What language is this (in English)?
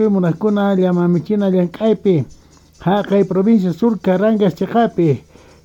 Quechua